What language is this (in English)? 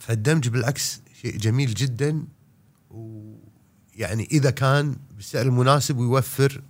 Gulf Arabic